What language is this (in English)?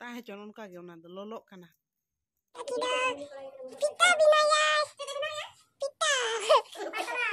Santali